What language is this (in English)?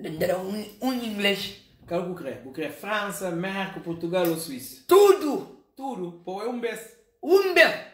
Kabuverdianu